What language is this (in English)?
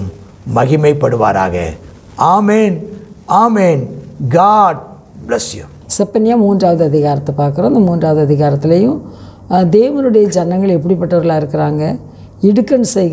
Tamil